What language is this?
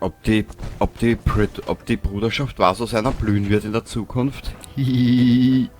Bavarian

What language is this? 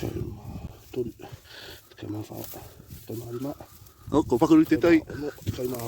Māori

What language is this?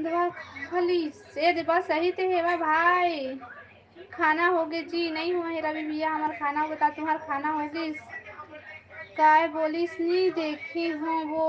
Chhattisgarhi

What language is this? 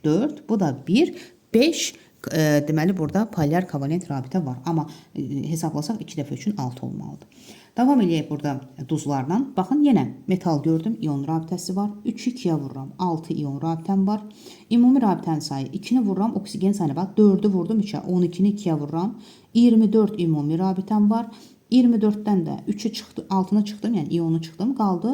Azerbaijani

